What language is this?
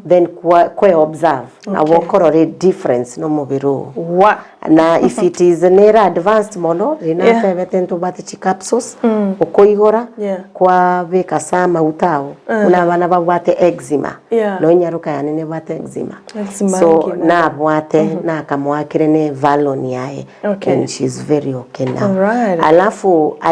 Gusii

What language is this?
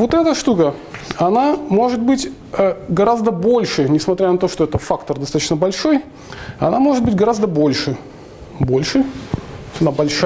Russian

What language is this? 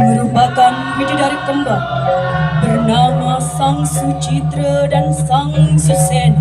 Balinese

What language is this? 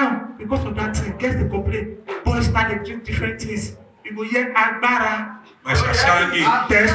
Nigerian Pidgin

